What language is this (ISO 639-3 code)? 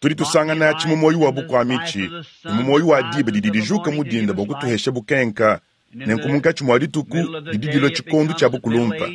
lua